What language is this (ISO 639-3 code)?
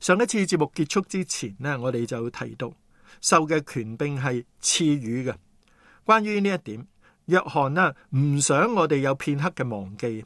yue